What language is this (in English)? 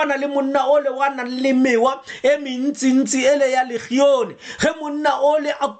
Tswana